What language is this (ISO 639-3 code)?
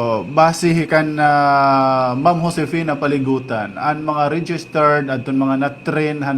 war